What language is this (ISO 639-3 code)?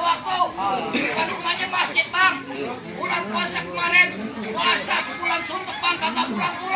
bew